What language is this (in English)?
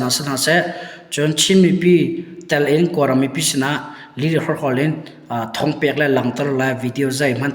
Hakha Chin